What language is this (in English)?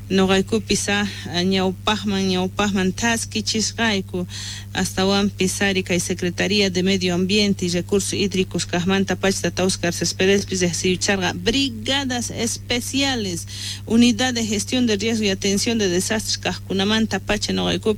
South Bolivian Quechua